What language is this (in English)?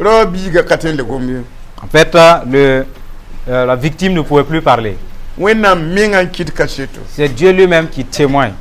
Mossi